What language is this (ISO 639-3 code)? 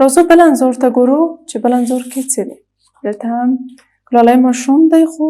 pus